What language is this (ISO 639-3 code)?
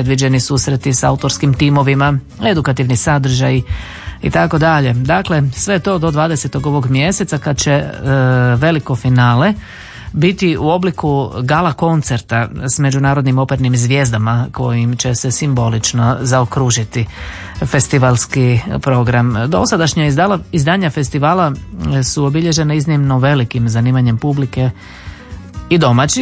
hrv